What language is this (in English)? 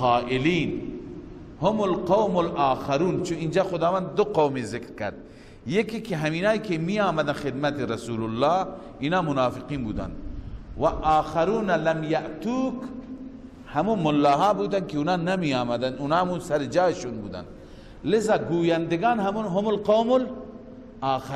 Persian